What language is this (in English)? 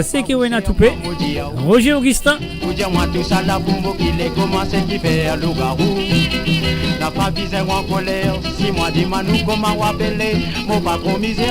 Morisyen